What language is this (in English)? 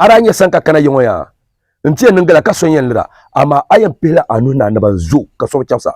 Dagbani